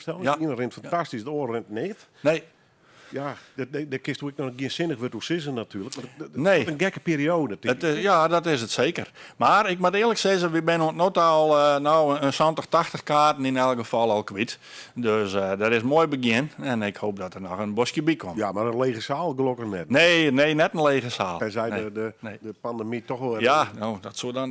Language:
Western Frisian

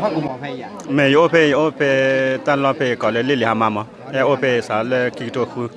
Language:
S'gaw Karen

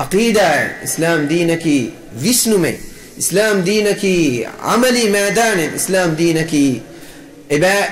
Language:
Divehi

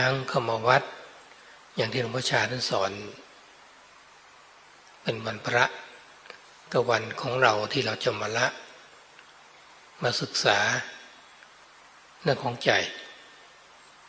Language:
Thai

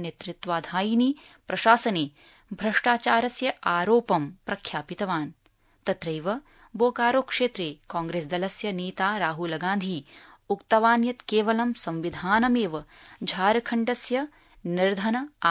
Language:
Sanskrit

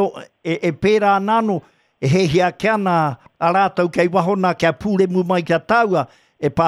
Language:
Māori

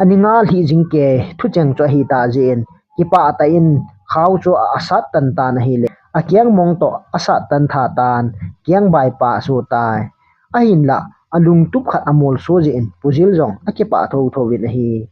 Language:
Thado Chin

